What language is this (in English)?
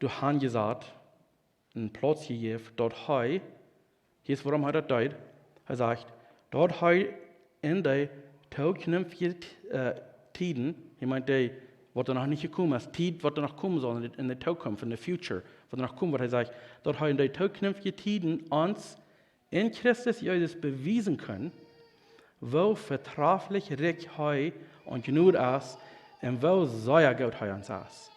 Plautdietsch